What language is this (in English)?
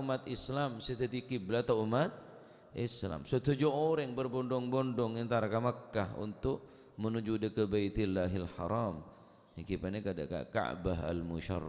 Madurese